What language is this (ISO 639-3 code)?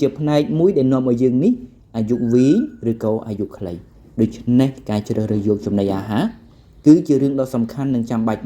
khm